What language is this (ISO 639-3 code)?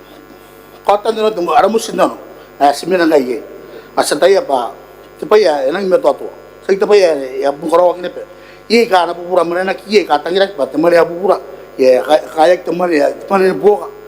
gil